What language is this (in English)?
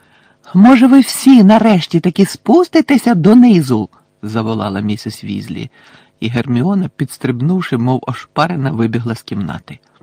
Ukrainian